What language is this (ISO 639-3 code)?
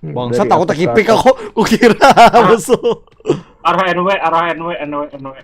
bjn